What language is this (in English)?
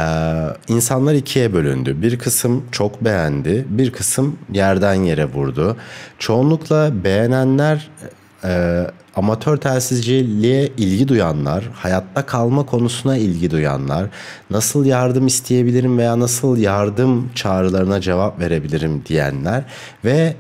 Turkish